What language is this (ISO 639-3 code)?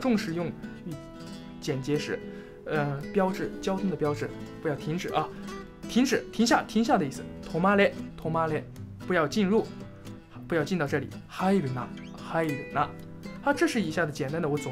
zho